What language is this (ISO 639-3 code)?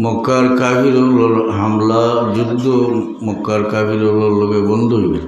syl